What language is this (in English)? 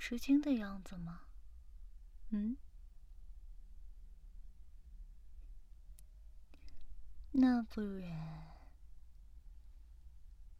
Chinese